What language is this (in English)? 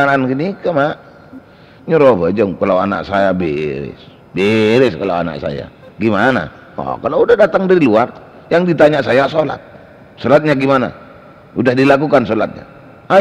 Madurese